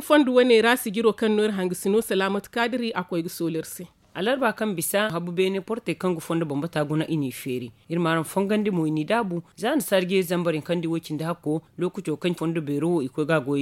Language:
Zarma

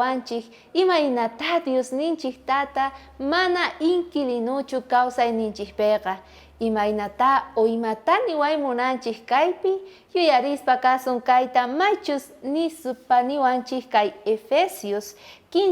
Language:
South Bolivian Quechua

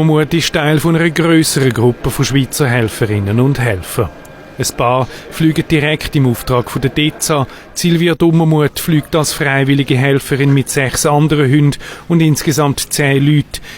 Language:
Swiss German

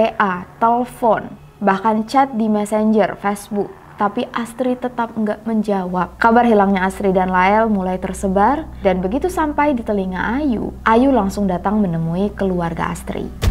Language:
Indonesian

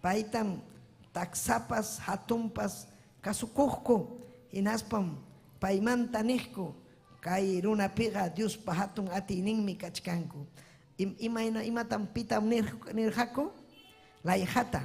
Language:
Ayacucho Quechua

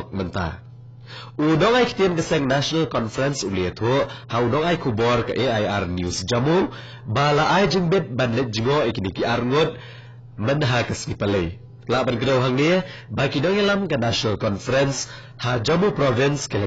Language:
Khasi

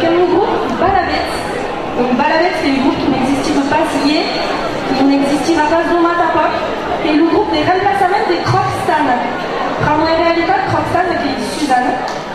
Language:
Occitan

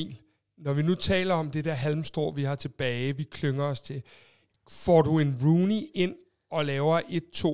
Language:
Danish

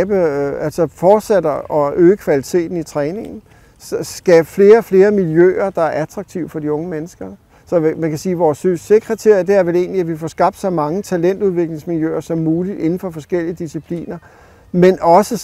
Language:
Danish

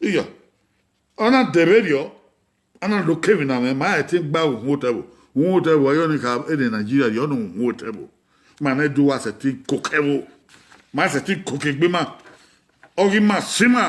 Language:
Bini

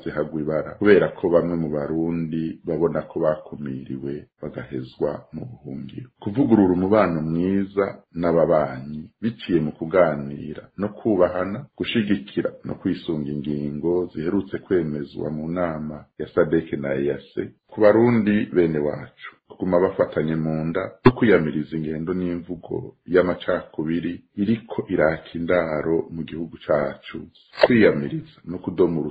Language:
Rundi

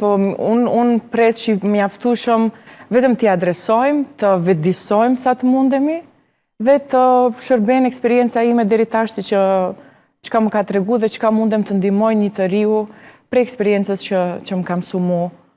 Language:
Albanian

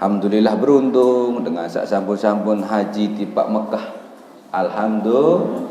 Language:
Sasak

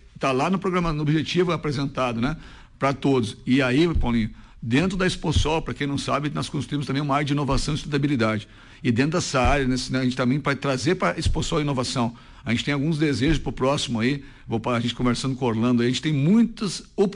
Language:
Portuguese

